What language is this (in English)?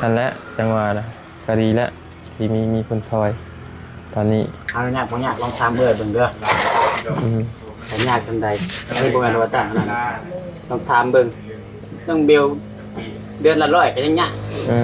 Lao